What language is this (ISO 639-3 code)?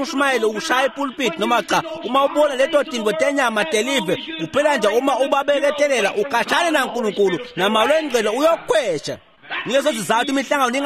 ssw